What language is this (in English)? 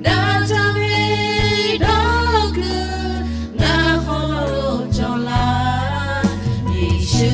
Lahu